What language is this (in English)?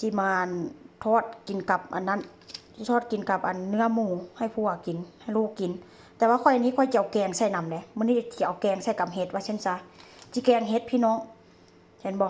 Northeastern Thai